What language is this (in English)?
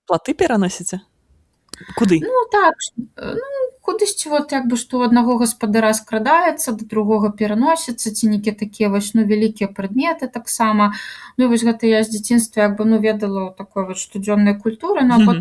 Belarusian